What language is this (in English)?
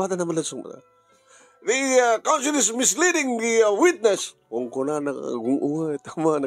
Iloko